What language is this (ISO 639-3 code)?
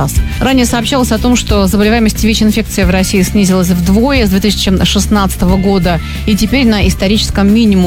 rus